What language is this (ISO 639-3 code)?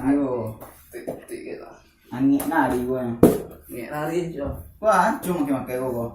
min